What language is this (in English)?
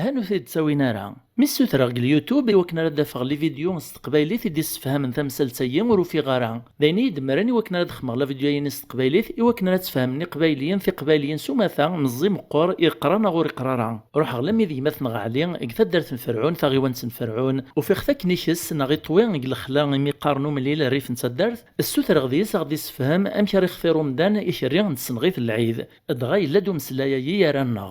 Kabyle